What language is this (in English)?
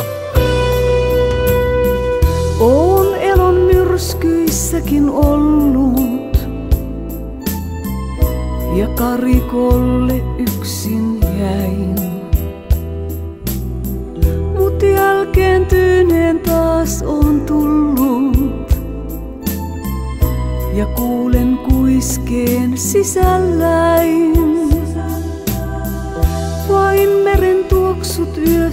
Finnish